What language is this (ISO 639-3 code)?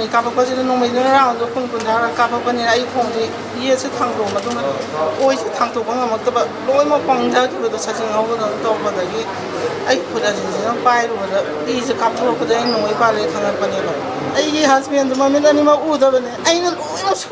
mni